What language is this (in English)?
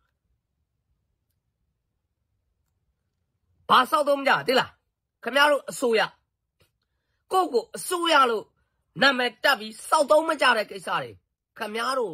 Burmese